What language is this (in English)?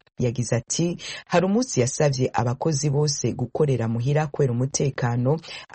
Kinyarwanda